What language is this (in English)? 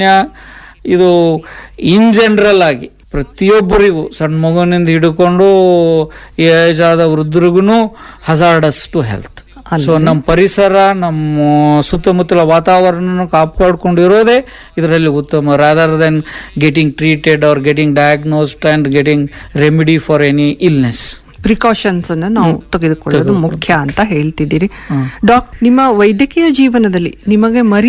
Kannada